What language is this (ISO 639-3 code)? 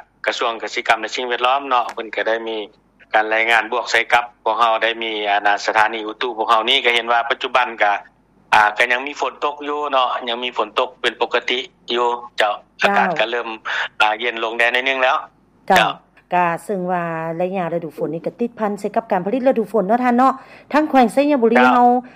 lao